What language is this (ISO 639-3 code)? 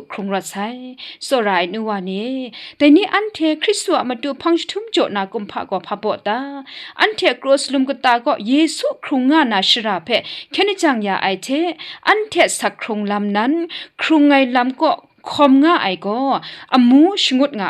kac